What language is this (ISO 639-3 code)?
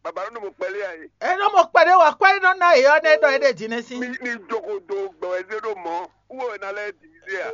fon